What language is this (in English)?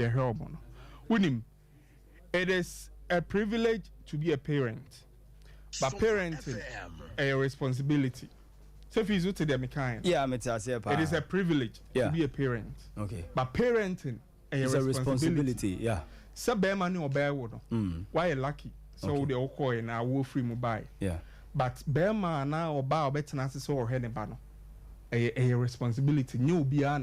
Akan